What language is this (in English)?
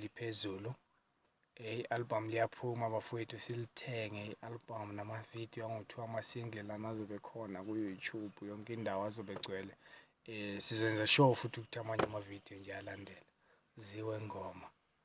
North Ndebele